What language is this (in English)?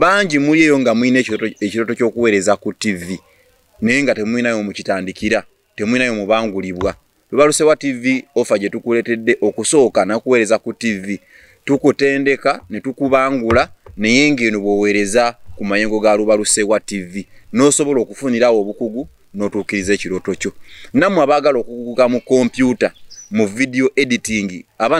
Ganda